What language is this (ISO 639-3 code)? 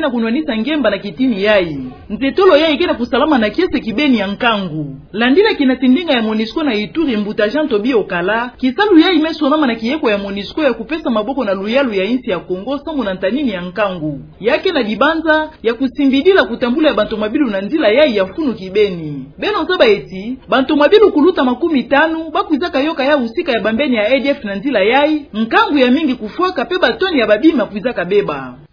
ktu